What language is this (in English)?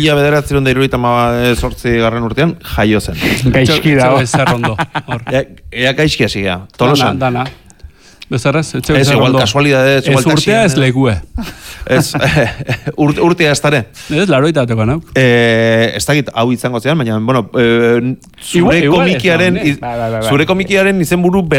Basque